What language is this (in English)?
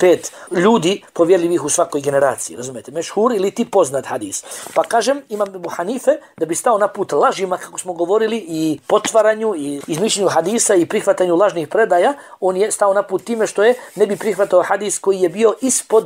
Bosnian